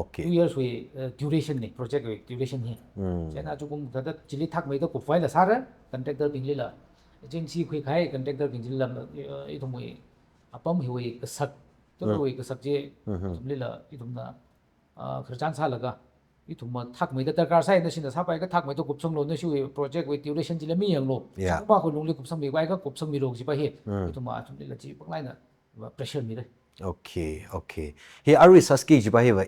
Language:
Tangkhul Naga (India)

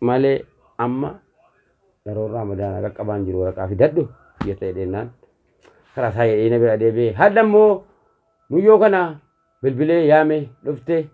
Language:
Oromo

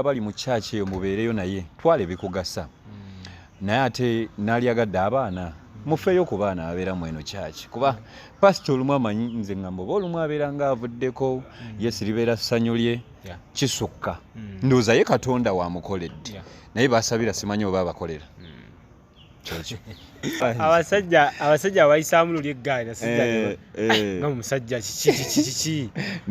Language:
Ganda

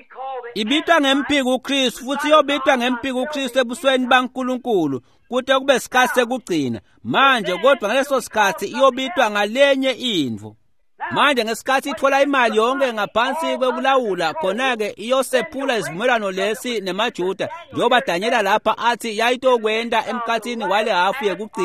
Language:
Swati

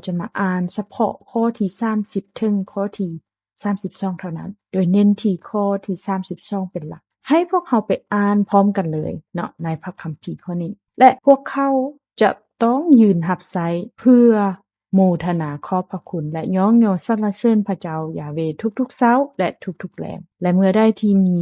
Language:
Lao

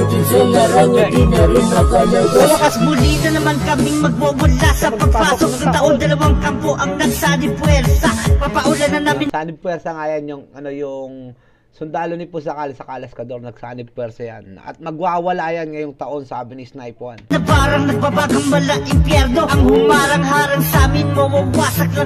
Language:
Filipino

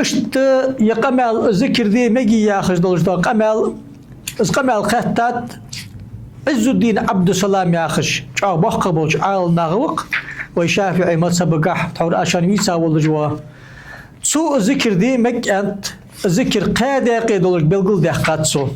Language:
Ingush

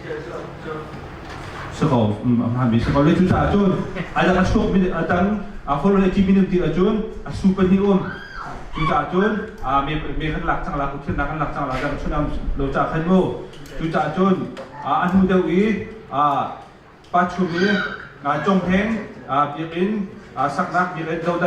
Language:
Hakha Chin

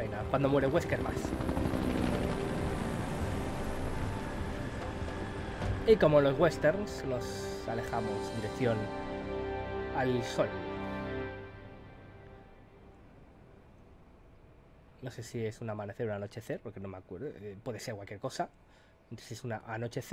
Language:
Spanish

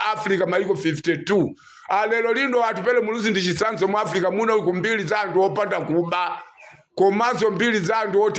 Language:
Nyanja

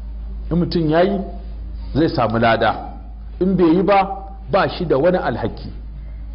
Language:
Hausa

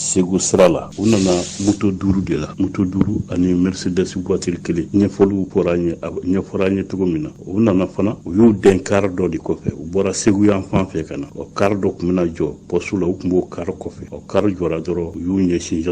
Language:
Bambara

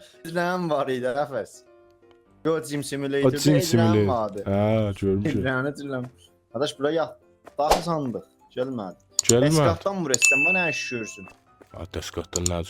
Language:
South Azerbaijani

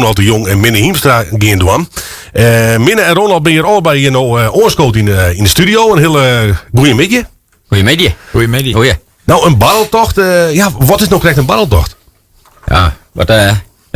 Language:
Western Frisian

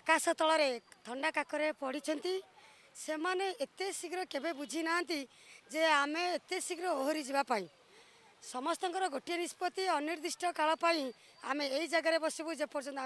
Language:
Odia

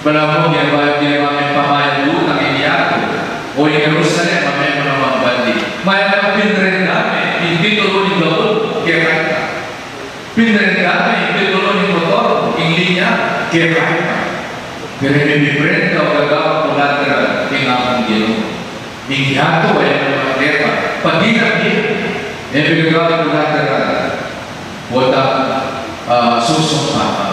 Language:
Pampanga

